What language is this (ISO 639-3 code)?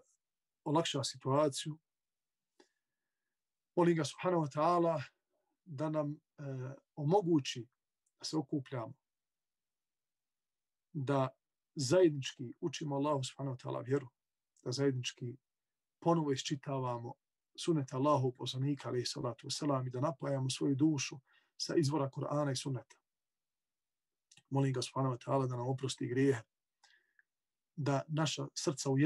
bos